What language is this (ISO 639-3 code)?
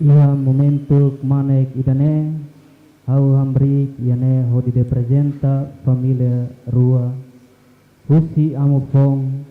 tet